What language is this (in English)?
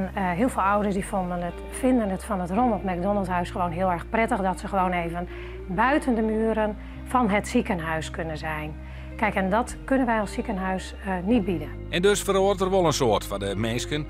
Western Frisian